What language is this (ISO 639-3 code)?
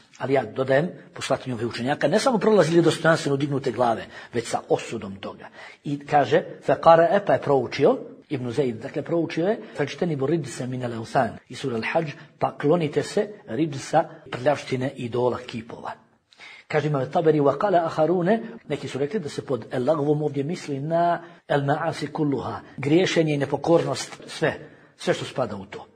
srp